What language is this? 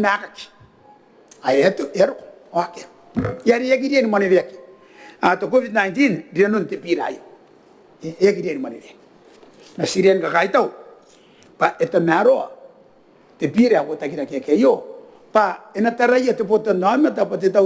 Gilbertese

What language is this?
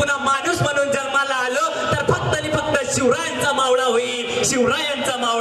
Marathi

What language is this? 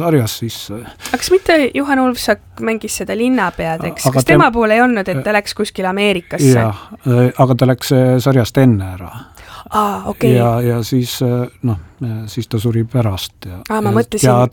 Estonian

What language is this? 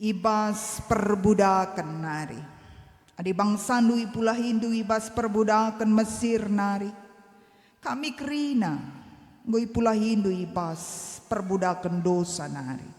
Batak Karo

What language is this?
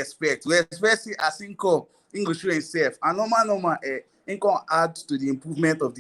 Nigerian Pidgin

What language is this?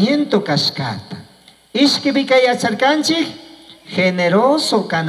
Chimborazo Highland Quichua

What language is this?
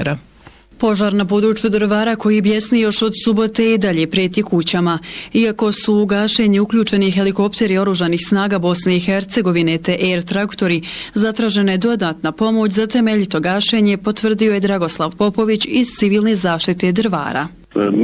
Bosnian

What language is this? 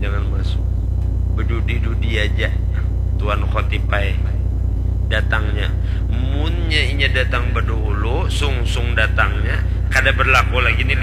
Banjar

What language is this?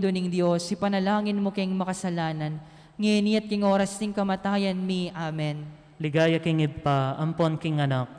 Pampanga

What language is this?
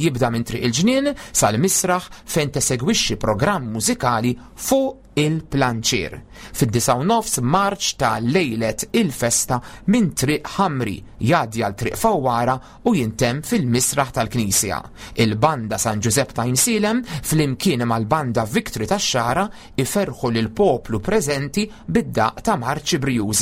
Maltese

